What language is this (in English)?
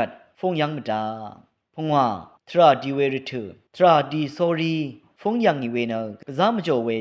Rawang